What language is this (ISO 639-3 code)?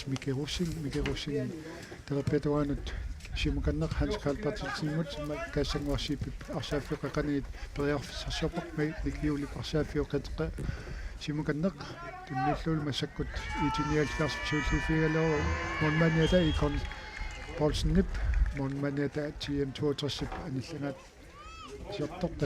kal